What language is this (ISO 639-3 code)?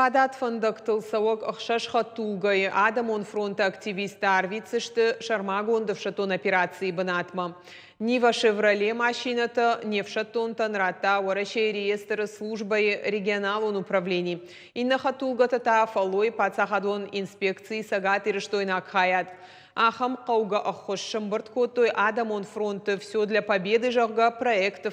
oss